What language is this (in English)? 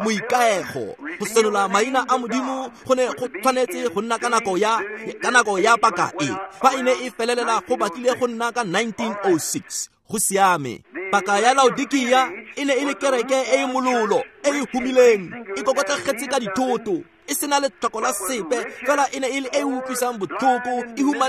Tswana